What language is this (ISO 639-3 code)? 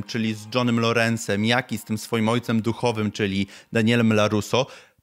pol